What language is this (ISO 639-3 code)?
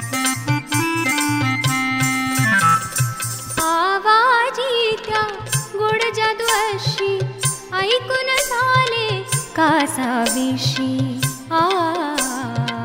mar